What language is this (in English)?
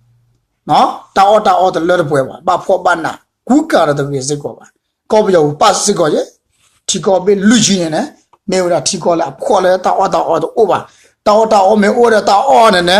S'gaw Karen